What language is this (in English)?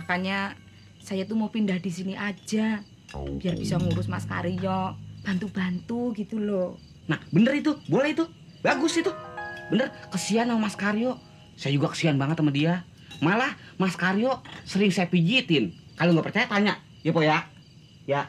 Betawi